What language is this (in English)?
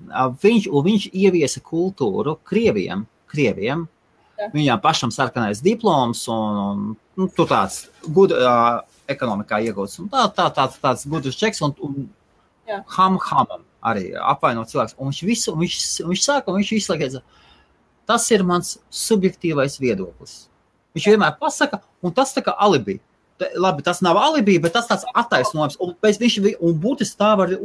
Latvian